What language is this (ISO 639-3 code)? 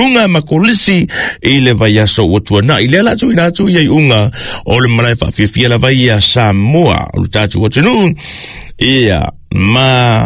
smo